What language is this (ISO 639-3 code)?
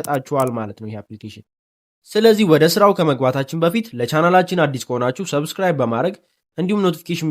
amh